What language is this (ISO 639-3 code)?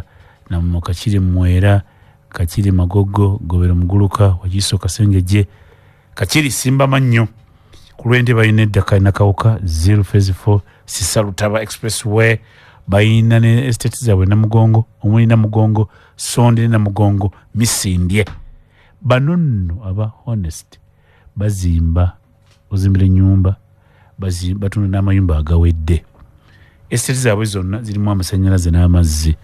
lug